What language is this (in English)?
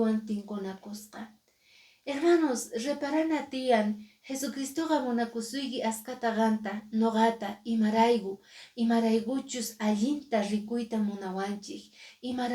Quechua